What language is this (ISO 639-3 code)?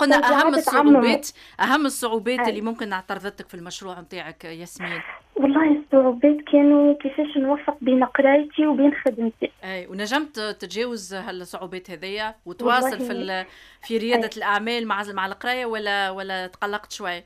aeb